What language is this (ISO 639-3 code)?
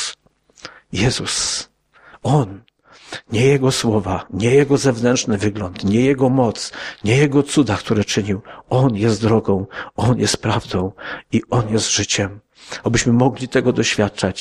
pol